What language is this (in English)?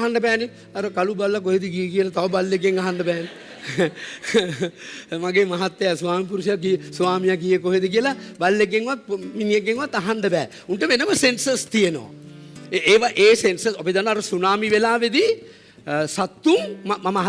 Sinhala